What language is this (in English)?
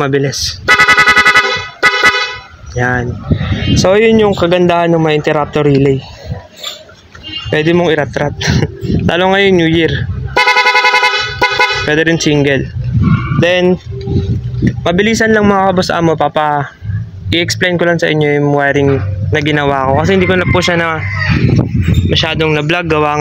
Filipino